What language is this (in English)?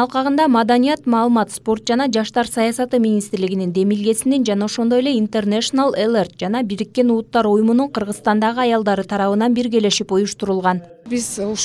Kyrgyz